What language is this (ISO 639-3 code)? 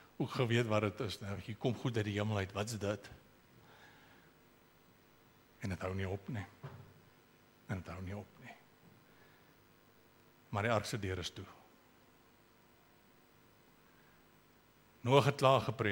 afr